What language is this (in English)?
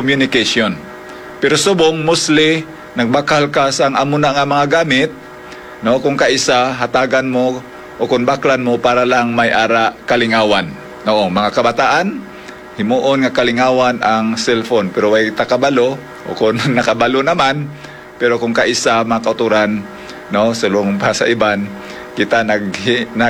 Hiligaynon